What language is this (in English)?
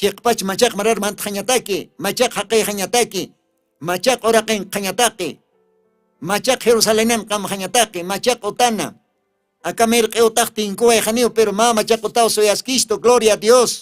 Aymara